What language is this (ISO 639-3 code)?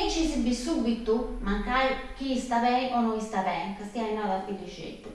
srd